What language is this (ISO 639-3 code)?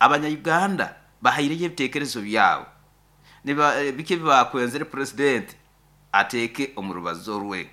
nyo